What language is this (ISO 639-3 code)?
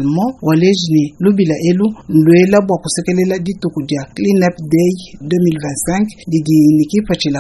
lua